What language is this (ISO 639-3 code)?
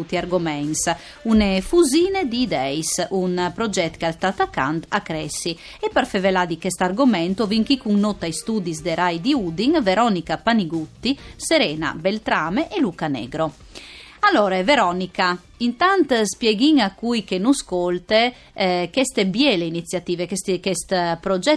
fur